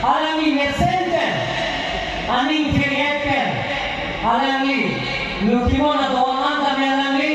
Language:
Karbi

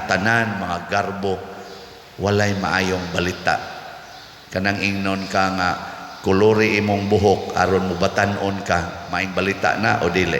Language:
Cebuano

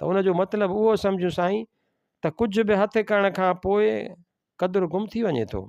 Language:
Sindhi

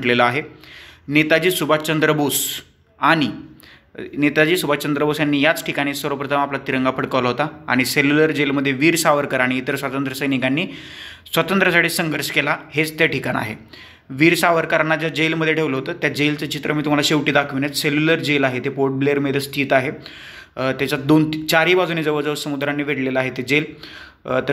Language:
Marathi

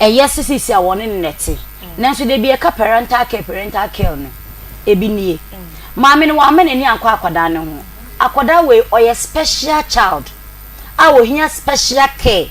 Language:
Akan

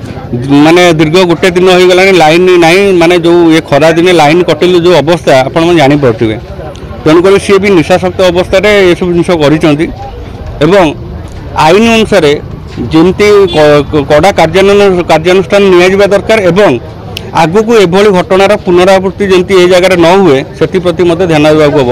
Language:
Odia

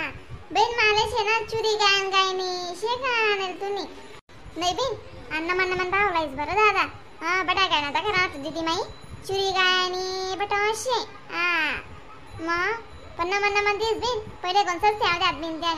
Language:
Khandesi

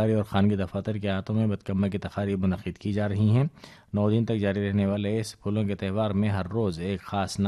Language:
Urdu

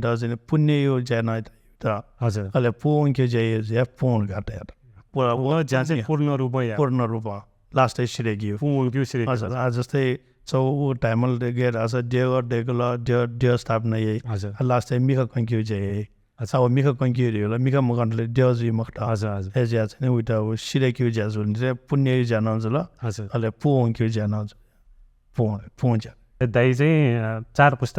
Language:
Newari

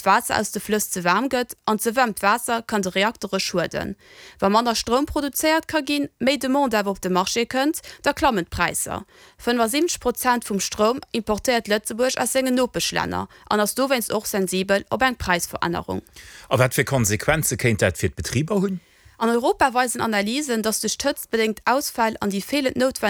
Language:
Luxembourgish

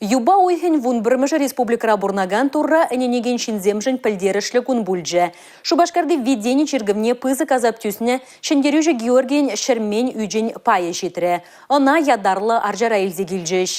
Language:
Chuvash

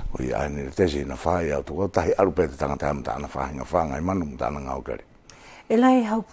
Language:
Wallisian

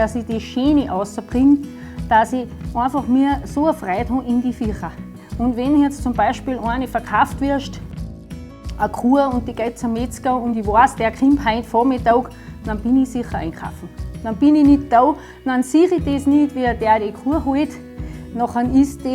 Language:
Bavarian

